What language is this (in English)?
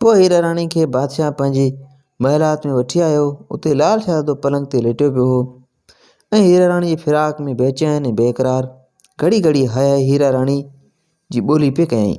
Sindhi